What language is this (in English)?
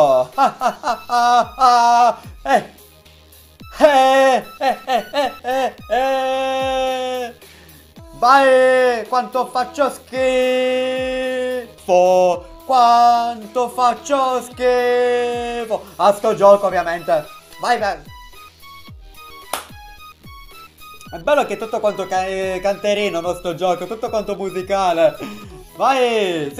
Italian